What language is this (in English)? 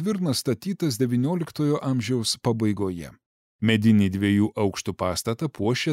Lithuanian